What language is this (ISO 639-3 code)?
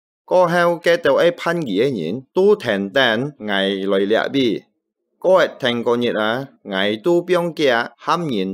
hak